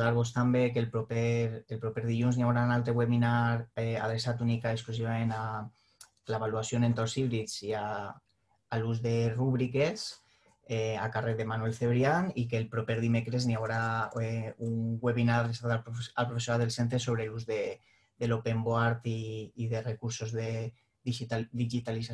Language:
Catalan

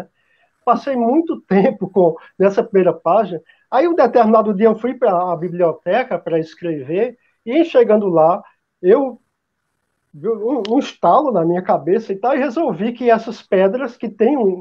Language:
Portuguese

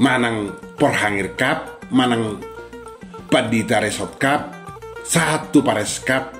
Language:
Batak Toba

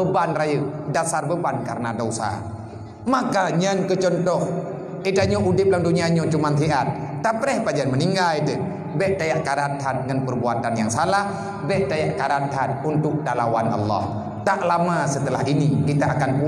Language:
Achinese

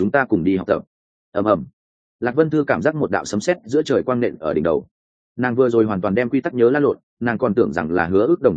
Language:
Vietnamese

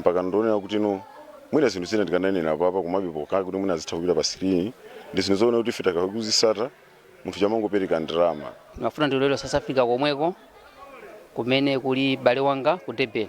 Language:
Nyanja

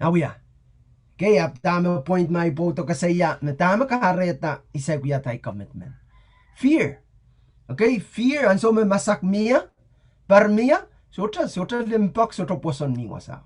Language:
Pohnpeian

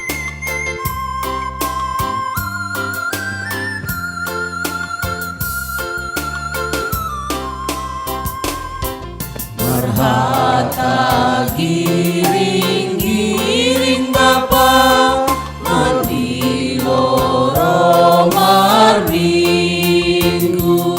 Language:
Batak Simalungun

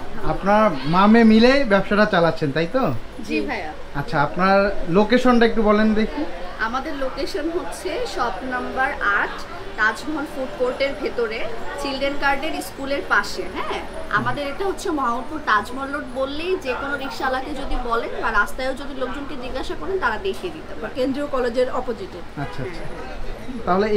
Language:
Bangla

